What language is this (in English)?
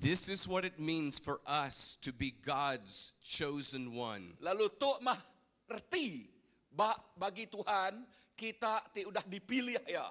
Iban